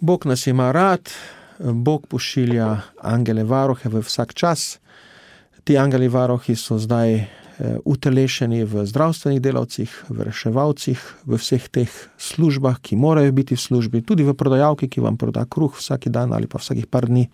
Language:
Slovenian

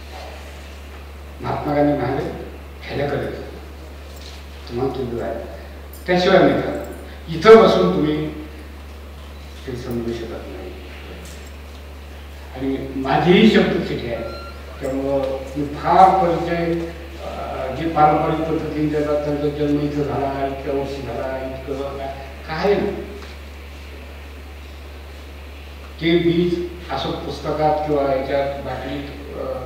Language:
Marathi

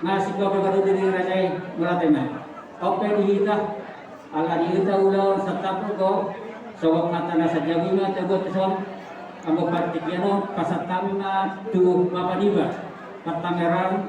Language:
Batak Toba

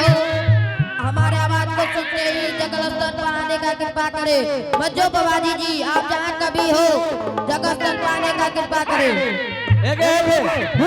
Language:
Angika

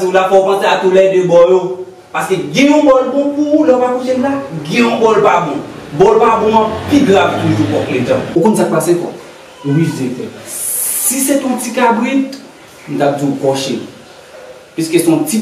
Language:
Haitian Creole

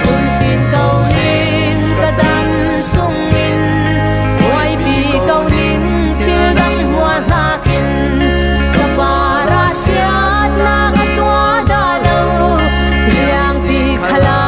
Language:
Hakha Chin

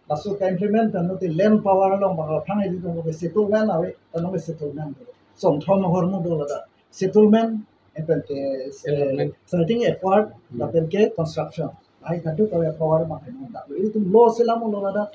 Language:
Karbi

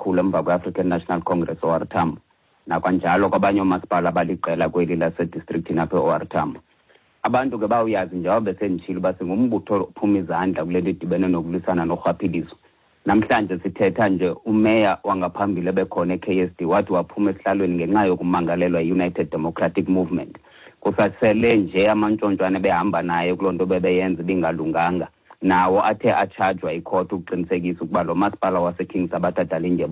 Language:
Xhosa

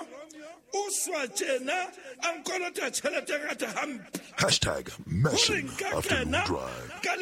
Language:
Southern Sotho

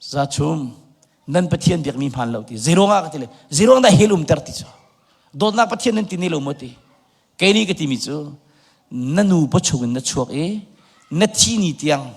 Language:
Hakha Chin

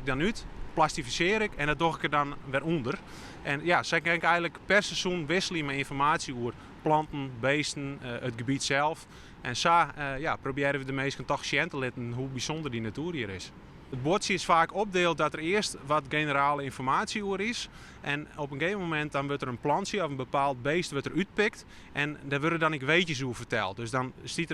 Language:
Western Frisian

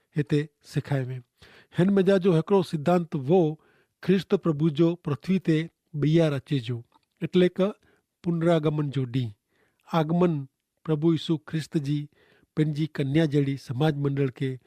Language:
Kachhi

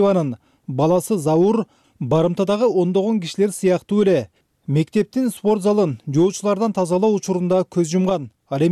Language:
Kyrgyz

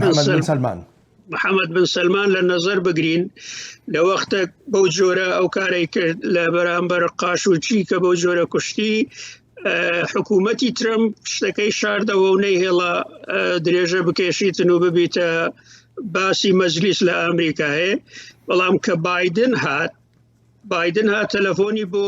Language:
Central Kurdish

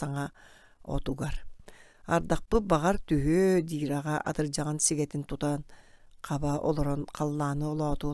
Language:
Yakut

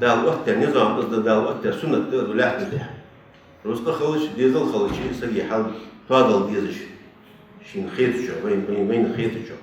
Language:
Ingush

